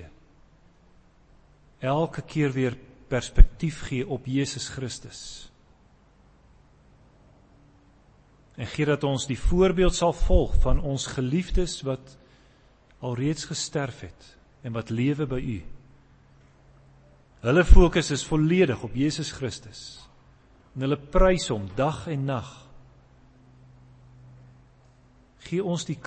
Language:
Afrikaans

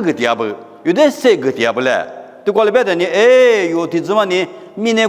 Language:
Lisu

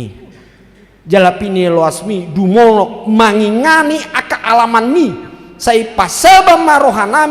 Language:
Batak Toba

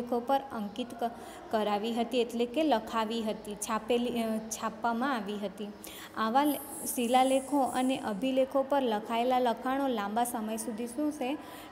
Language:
Gujarati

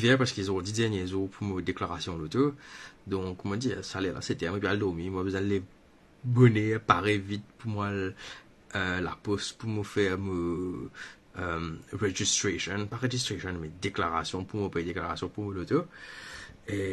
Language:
Morisyen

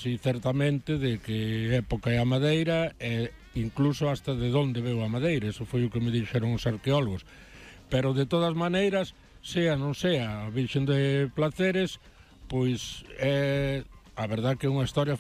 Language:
Galician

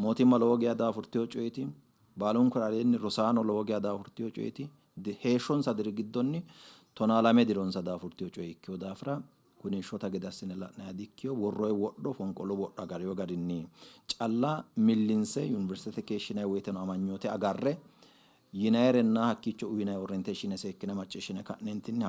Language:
Sidamo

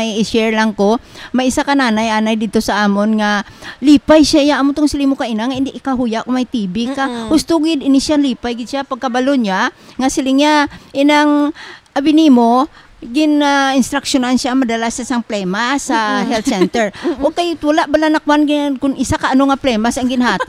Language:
Hiligaynon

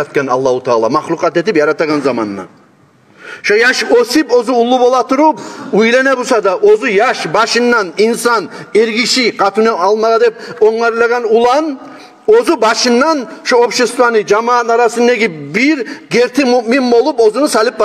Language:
Kumyk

